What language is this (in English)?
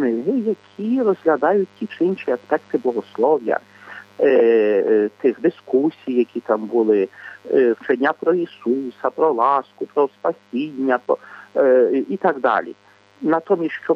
Ukrainian